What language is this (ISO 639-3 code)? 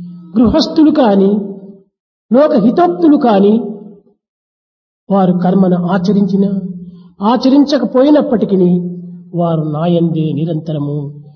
tel